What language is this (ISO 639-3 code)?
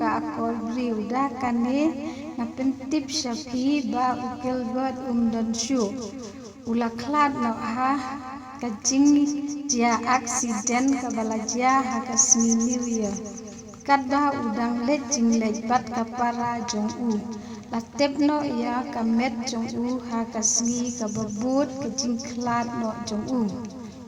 kha